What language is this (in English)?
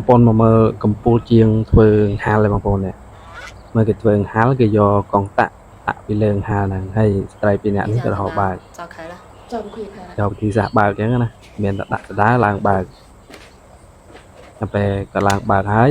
Khmer